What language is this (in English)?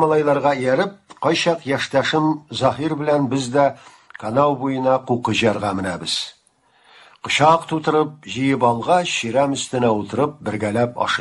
Tatar